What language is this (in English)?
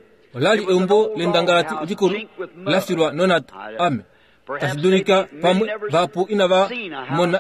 Kuanyama